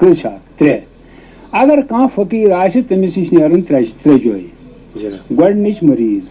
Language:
Kashmiri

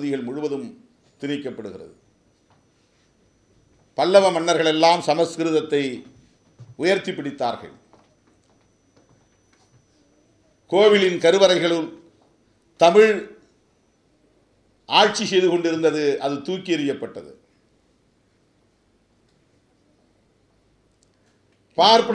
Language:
Tamil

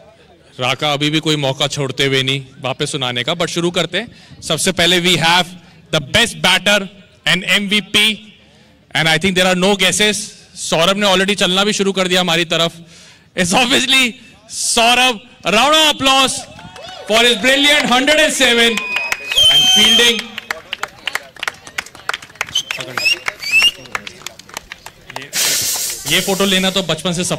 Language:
Hindi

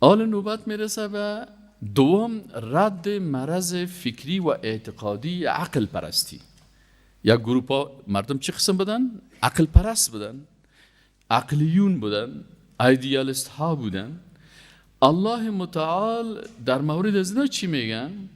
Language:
Persian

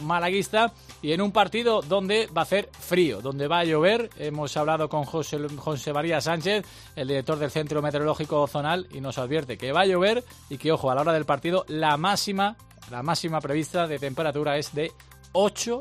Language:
Spanish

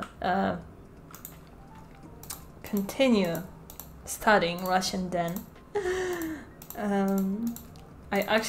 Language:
English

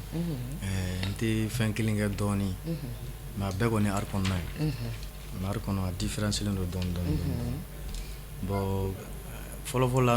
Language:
Bambara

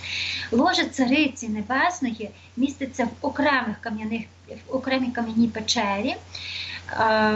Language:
Ukrainian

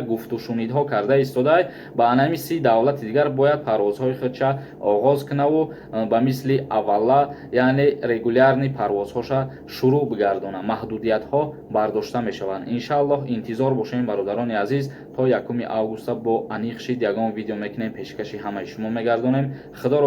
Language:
Tajik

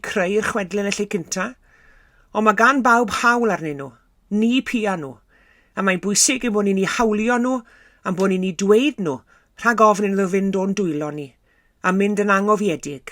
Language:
Welsh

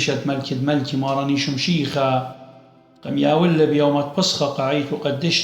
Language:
Assyrian Neo-Aramaic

